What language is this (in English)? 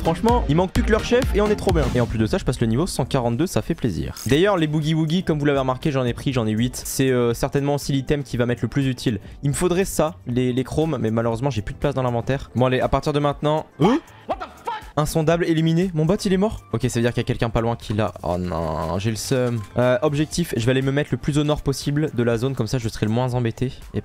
French